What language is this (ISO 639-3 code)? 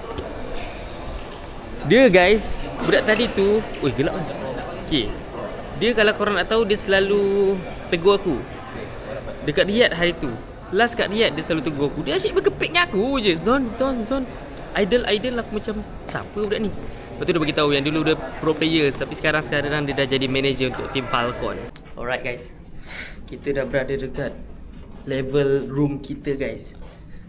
msa